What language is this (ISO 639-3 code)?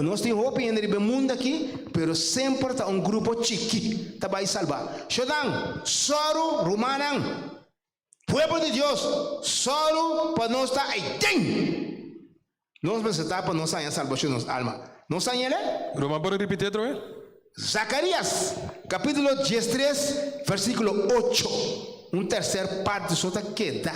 pap